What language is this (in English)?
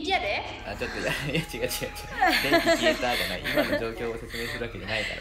Japanese